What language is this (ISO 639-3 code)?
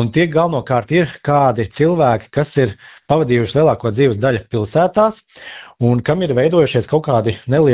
lav